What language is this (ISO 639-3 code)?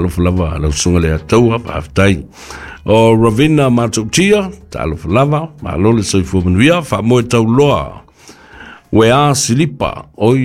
smo